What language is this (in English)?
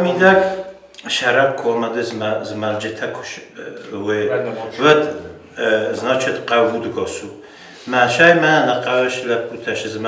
Ossetic